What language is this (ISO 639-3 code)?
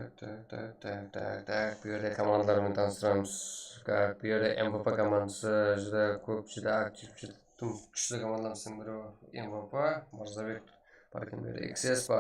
kaa